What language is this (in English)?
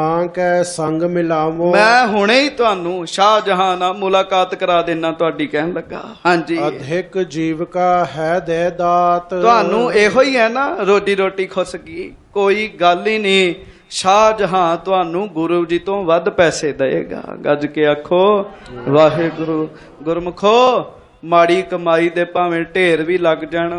Punjabi